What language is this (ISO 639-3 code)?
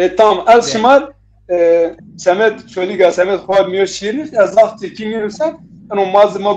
zza